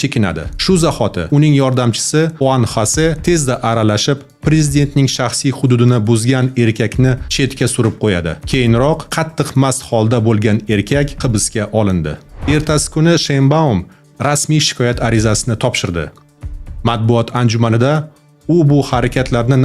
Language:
Uzbek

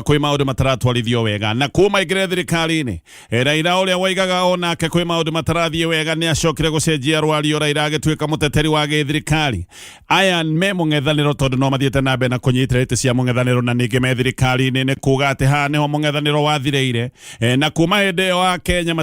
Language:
Kikuyu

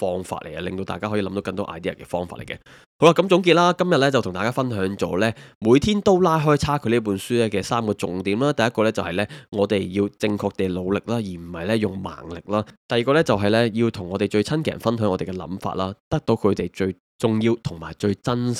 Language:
Cantonese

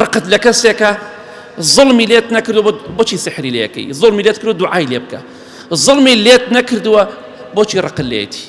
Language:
Central Kurdish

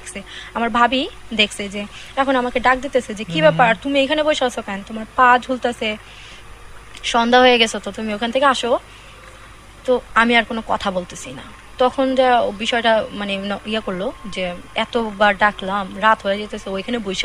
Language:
Bangla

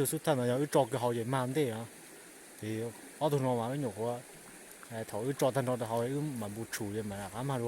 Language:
Hmong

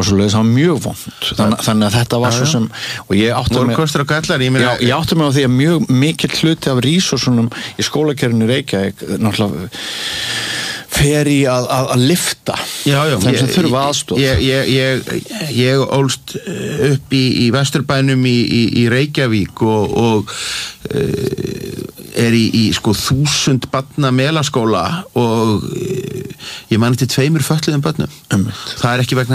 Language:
Icelandic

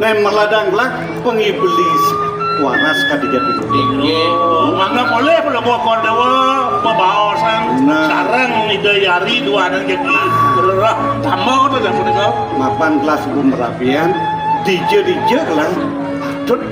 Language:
Balinese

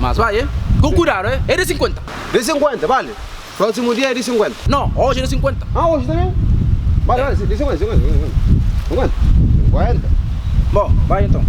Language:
Kabuverdianu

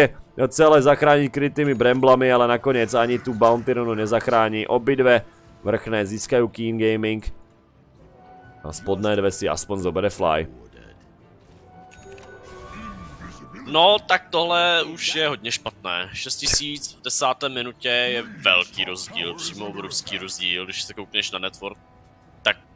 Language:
Czech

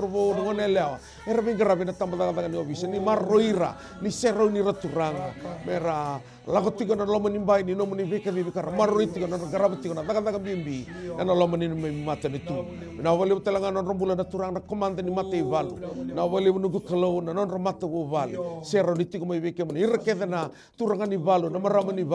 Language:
Fijian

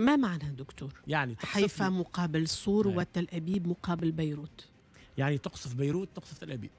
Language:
Tunisian Arabic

